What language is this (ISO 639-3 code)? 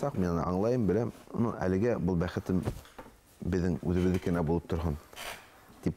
bak